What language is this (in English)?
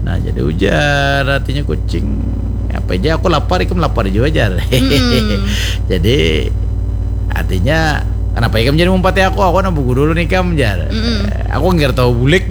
Banjar